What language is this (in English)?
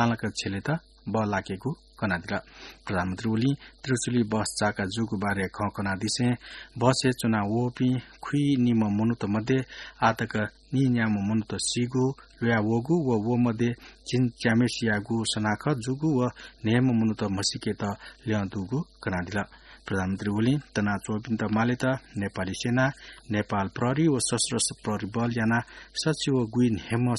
Newari